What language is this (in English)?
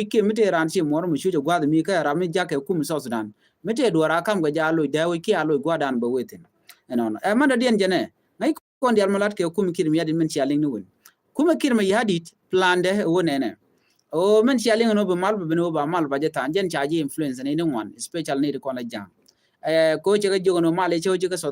Nuer